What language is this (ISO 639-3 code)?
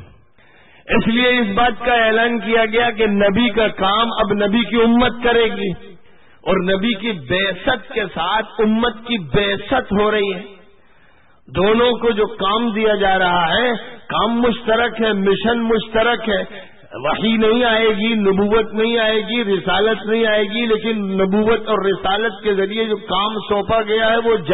urd